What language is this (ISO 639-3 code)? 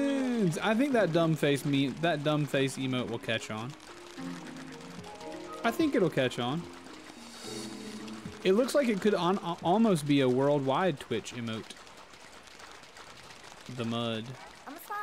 eng